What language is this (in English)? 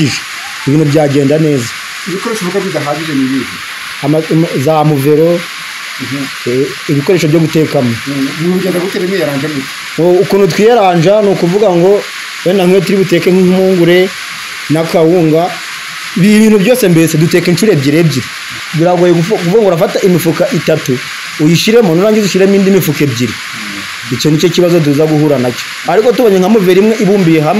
Kinyarwanda